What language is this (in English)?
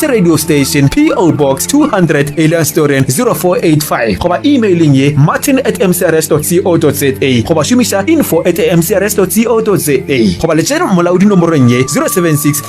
Northern Sotho